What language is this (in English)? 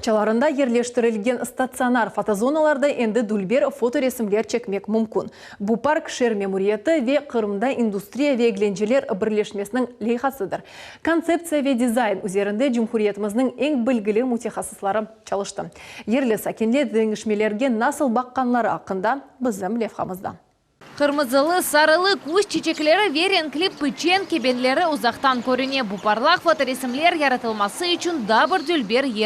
Crimean Tatar